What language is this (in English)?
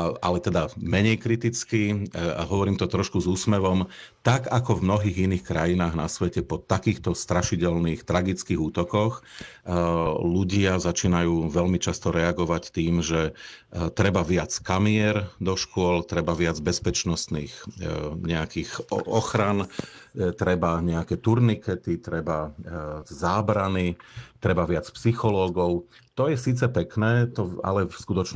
Slovak